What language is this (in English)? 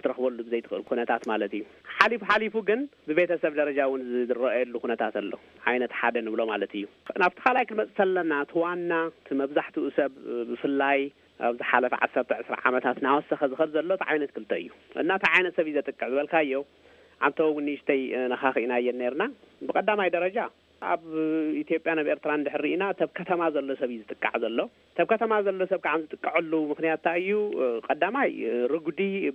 Tigrinya